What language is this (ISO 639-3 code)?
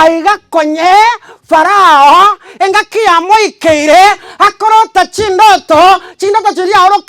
guz